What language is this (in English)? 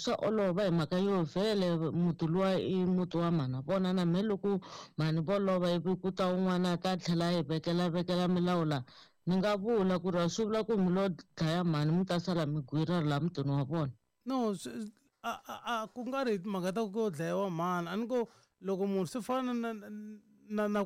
Tsonga